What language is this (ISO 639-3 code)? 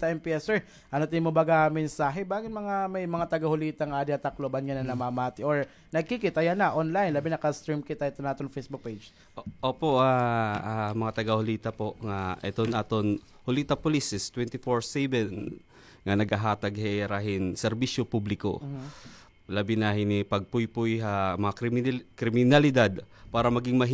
war